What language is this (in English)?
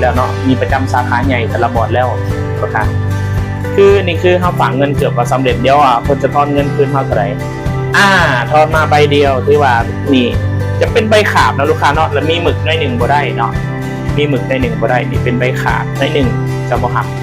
Lao